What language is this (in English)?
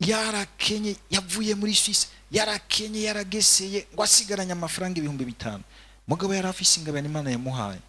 Rundi